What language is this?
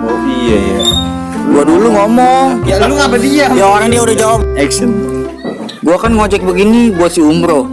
Betawi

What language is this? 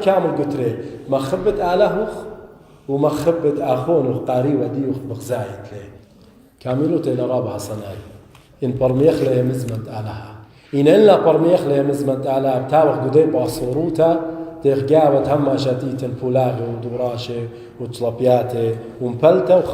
Assyrian Neo-Aramaic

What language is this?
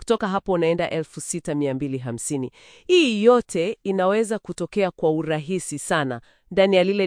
Swahili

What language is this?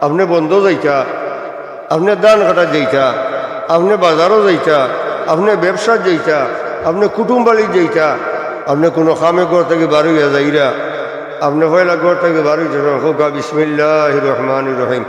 Sylheti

